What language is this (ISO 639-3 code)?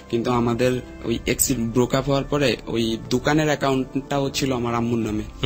ben